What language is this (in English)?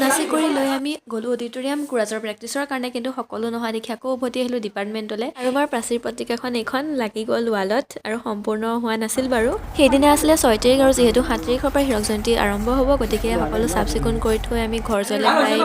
Assamese